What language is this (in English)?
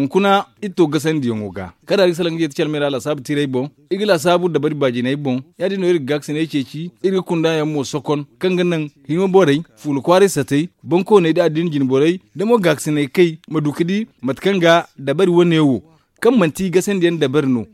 Zarma